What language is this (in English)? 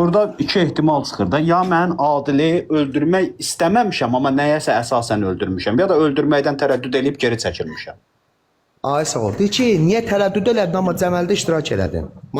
Azerbaijani